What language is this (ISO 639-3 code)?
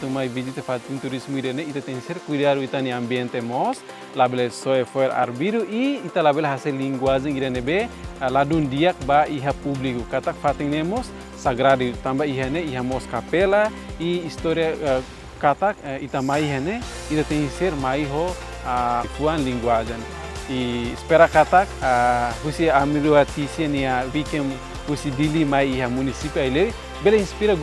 tet